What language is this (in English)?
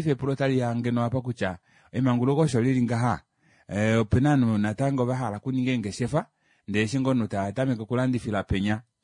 Kuanyama